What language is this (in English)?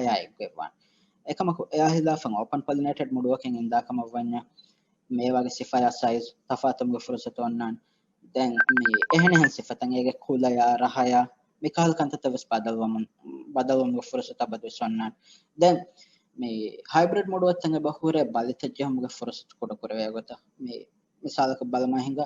Divehi